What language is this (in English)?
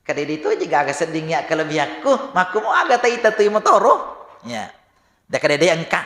Buginese